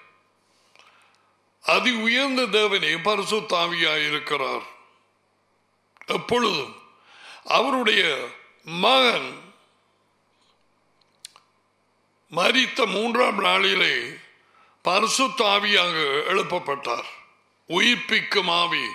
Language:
Tamil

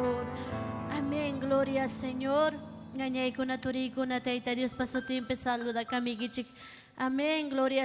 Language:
Ayacucho Quechua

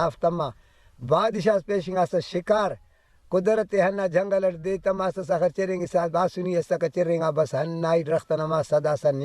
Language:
Brahui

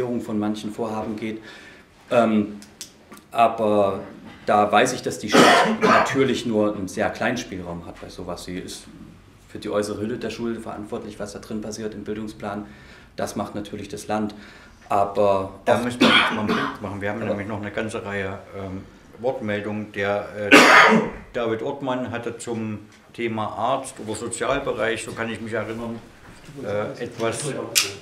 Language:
German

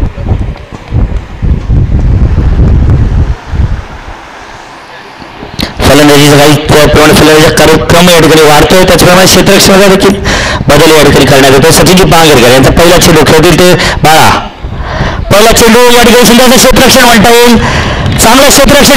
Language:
Marathi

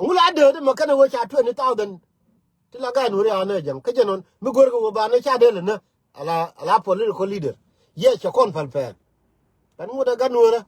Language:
Nuer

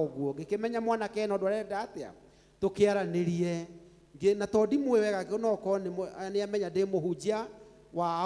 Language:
Kikuyu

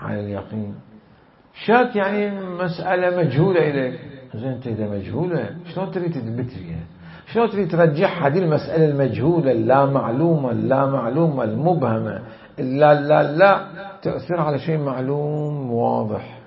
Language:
Mesopotamian Arabic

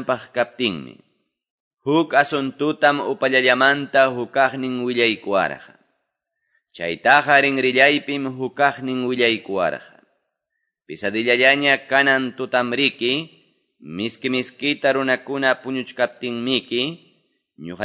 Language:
Quechua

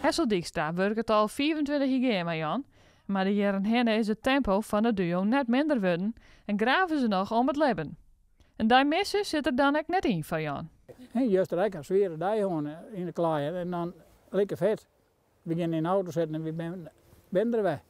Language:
Western Frisian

